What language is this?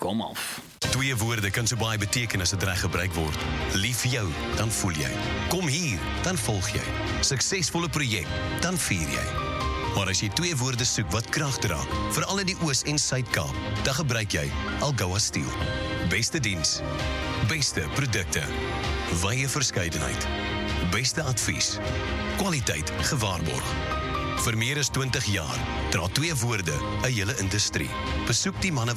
Afrikaans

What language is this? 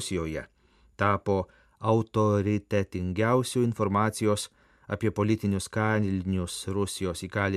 Lithuanian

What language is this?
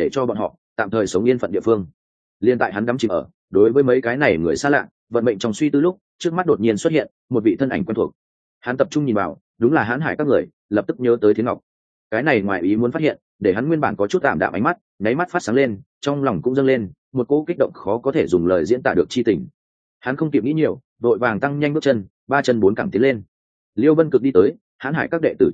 Vietnamese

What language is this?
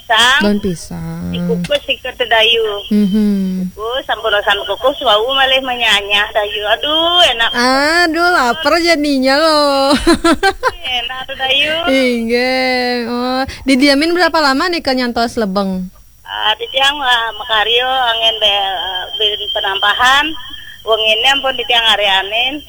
Balinese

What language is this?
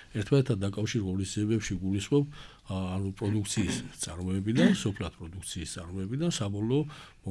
Georgian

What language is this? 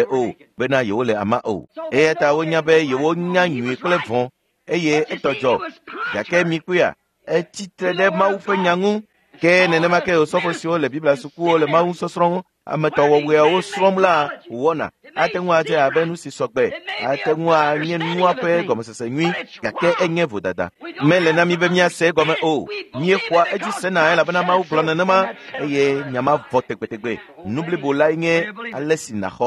Ewe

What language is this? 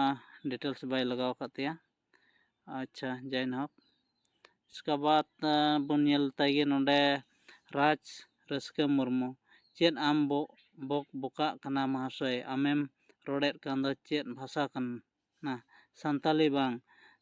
Santali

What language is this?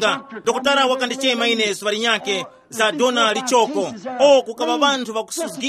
Tumbuka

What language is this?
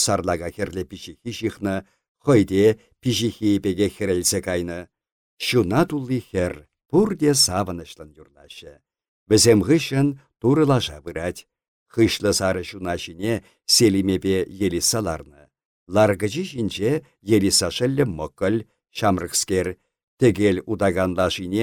Chuvash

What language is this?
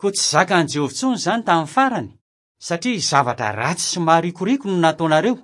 Malagasy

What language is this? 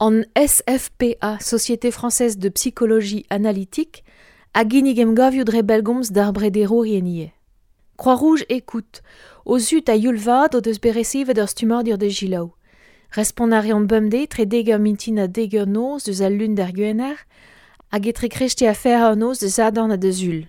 Breton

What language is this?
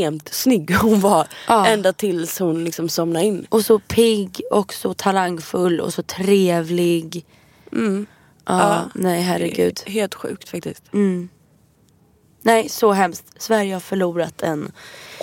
Swedish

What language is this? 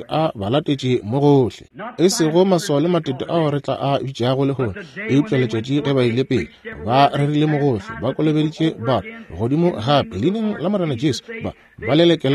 Northern Sotho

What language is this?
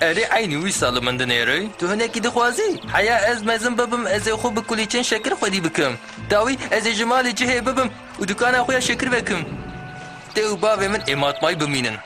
Kurdish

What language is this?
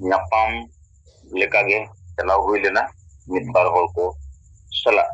Santali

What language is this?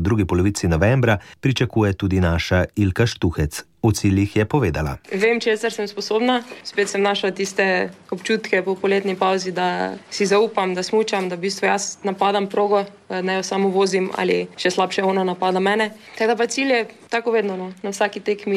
Slovenian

